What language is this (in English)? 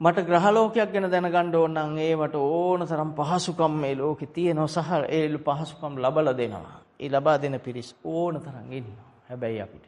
Sinhala